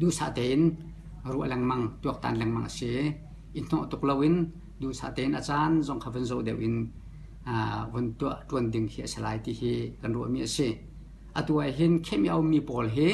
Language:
Hakha Chin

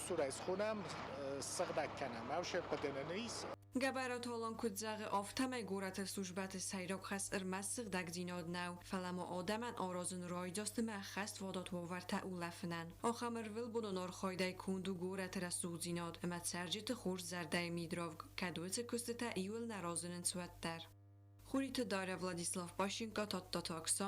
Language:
Ossetic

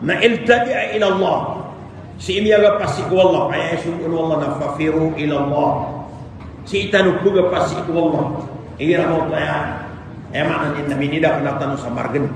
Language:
Maranao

